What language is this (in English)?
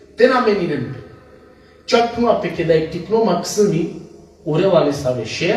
Balkan Romani